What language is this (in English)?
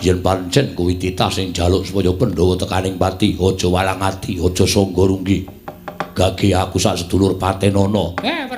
Javanese